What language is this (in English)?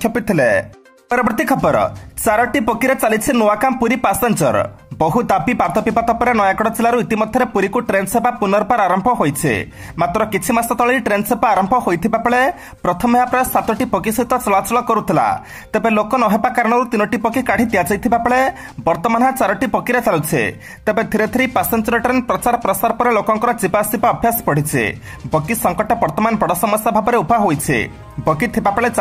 Odia